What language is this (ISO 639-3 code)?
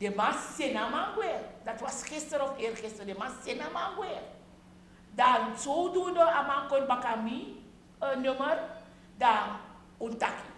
srn